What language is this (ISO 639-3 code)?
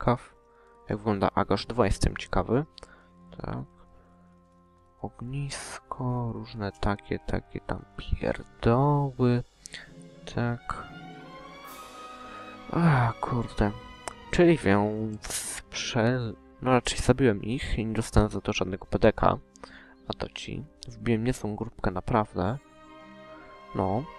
pol